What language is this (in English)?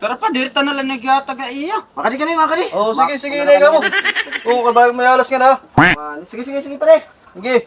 Waray